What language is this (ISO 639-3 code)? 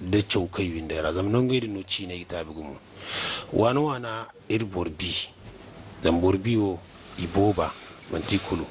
dje